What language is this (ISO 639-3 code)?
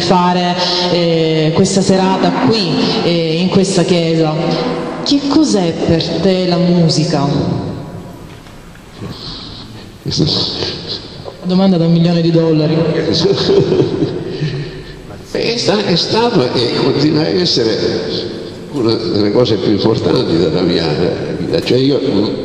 ita